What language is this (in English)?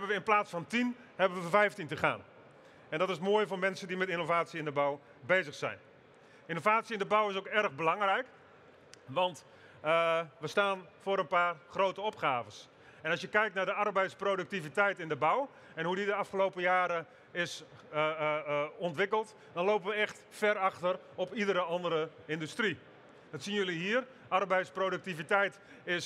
Dutch